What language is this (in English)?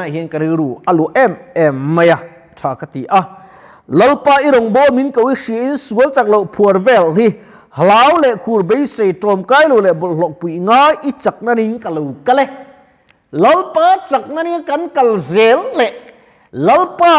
Mizo